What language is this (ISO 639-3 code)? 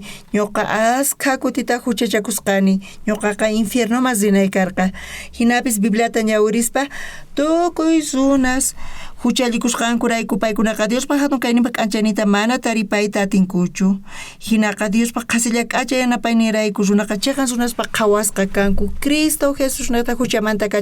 quh